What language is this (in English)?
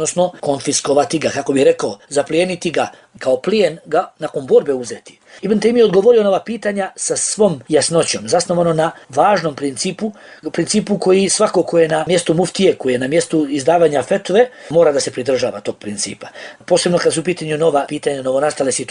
Bosnian